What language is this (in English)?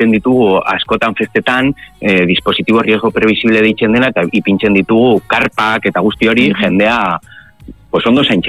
Basque